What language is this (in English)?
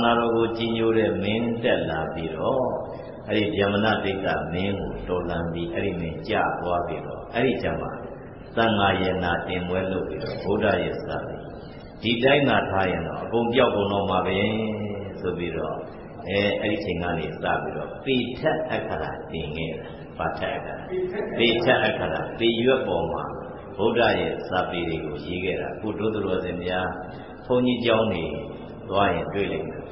Burmese